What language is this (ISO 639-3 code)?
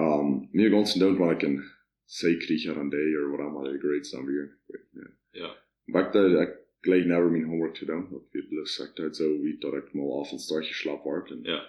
pdt